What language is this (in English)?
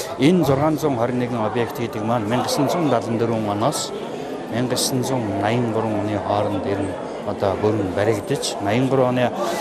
Mongolian